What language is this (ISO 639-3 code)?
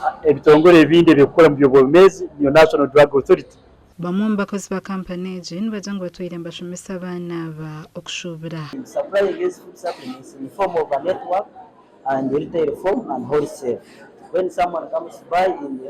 nyn